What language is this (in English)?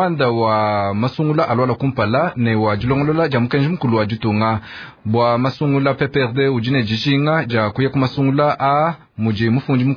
Luba-Lulua